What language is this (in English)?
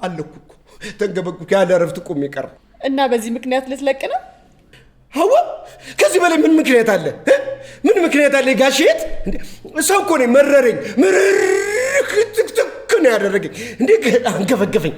Amharic